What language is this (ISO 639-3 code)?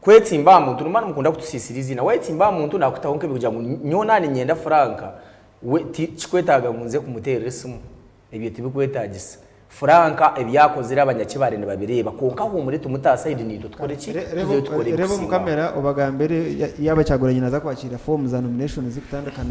nyn